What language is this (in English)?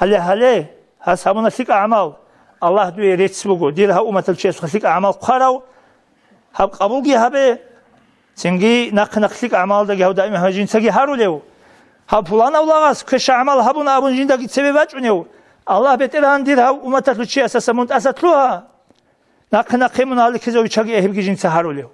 Avaric